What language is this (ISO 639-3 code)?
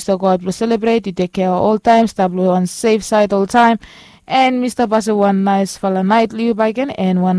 bis